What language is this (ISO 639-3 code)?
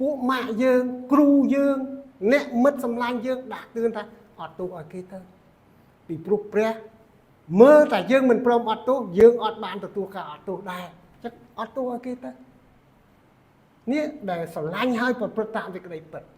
khm